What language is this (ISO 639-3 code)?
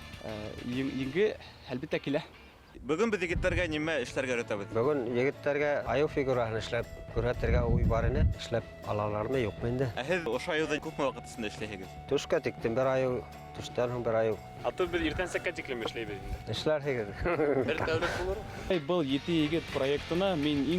bak